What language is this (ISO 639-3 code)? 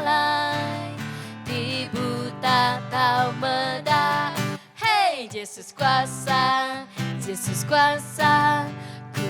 iba